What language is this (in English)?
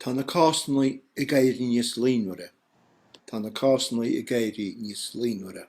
Irish